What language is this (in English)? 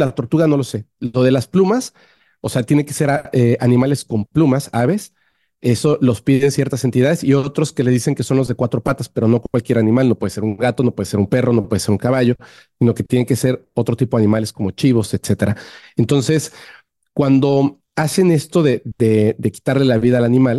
Spanish